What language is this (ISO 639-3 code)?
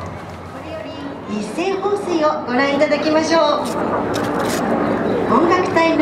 jpn